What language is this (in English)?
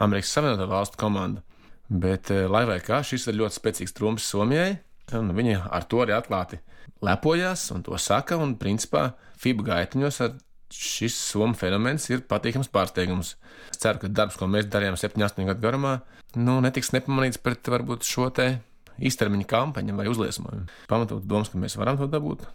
Latvian